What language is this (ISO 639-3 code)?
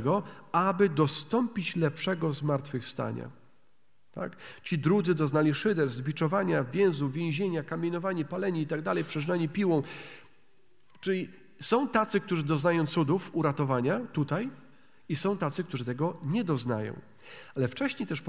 pol